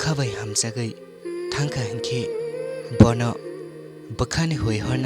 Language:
Kok Borok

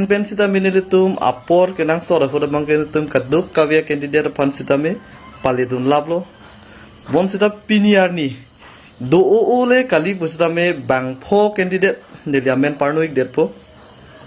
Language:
Karbi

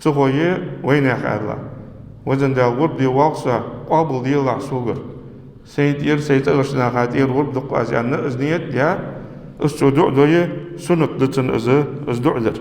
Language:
Ingush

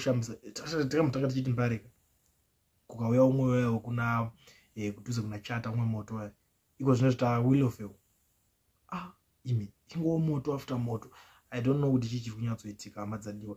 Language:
Shona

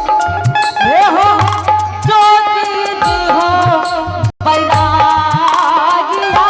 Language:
Angika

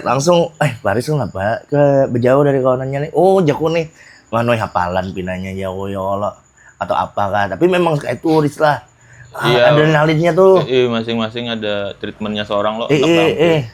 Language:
Banjar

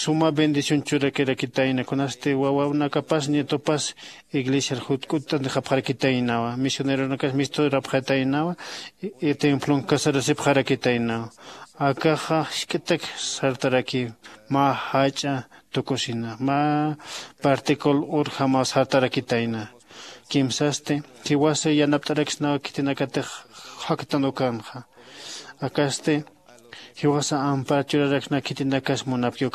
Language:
Aymara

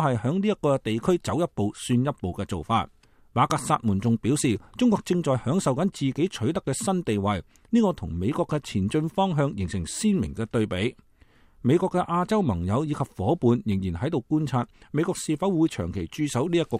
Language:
Cantonese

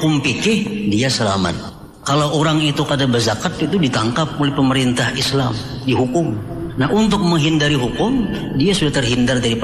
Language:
Banjar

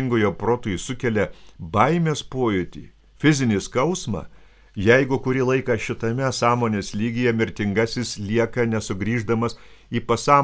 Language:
Lithuanian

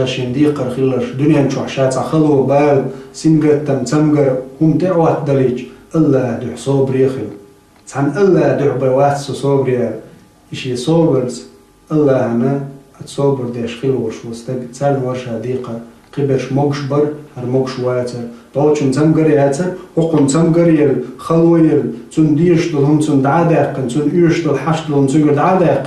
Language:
Chechen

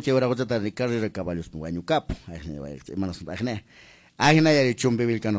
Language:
Quechua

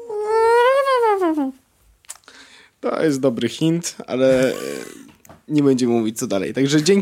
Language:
Polish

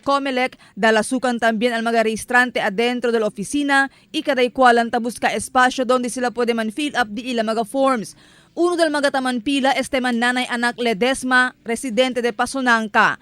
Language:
Chavacano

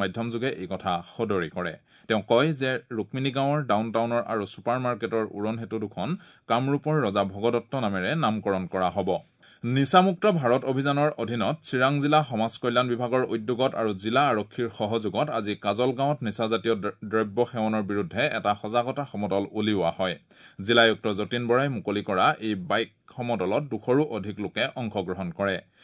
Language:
Assamese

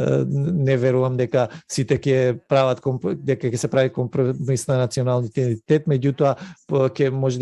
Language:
Macedonian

